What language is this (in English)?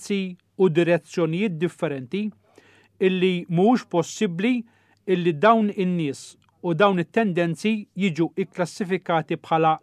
Maltese